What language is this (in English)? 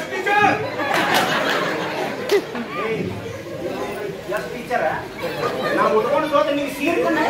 Kannada